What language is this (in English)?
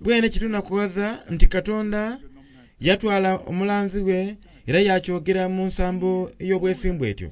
Soga